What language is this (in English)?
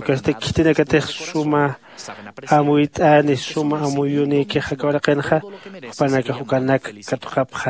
Aymara